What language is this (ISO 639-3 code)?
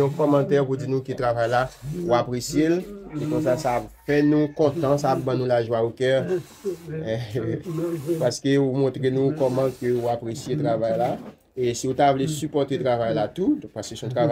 hat